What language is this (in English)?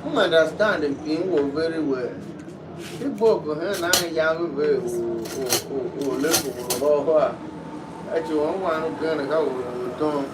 Tiv